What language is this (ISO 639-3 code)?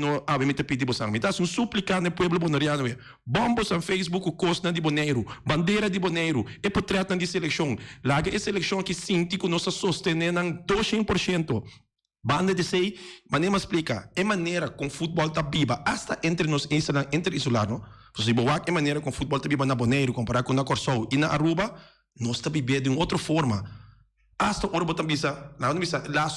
pap